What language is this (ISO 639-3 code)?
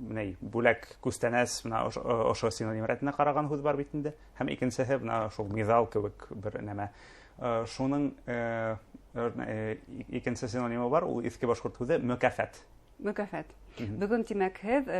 bak